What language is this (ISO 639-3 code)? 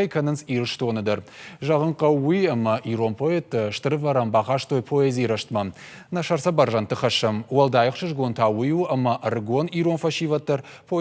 oss